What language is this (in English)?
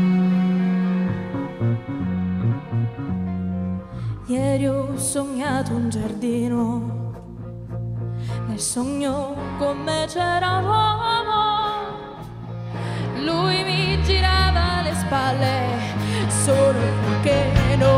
Italian